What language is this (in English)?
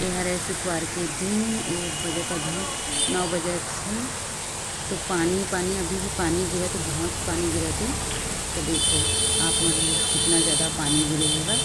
Chhattisgarhi